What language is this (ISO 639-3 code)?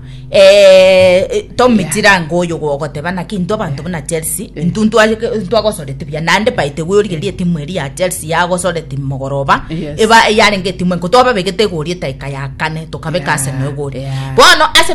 guz